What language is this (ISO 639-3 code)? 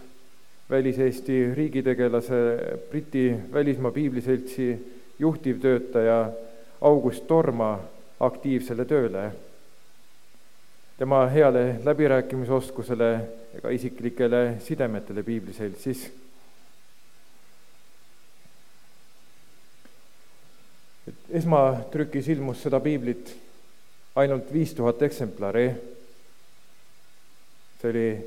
est